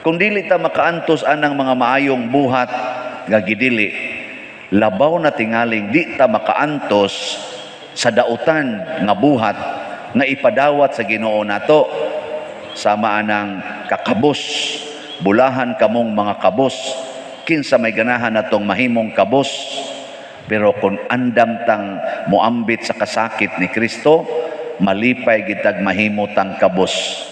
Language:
Cebuano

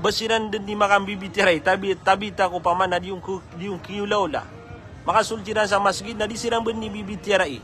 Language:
Maranao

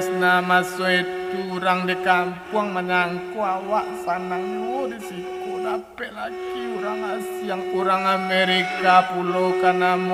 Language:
Minangkabau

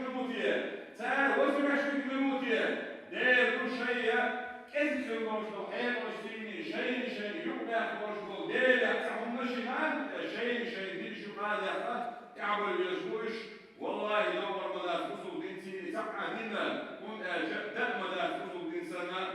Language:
Chechen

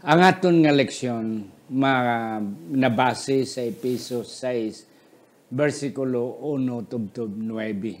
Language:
Hiligaynon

